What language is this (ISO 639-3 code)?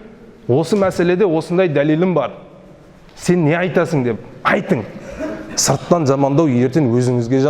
kaz